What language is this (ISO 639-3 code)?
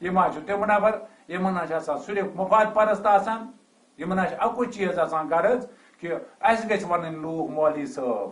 kas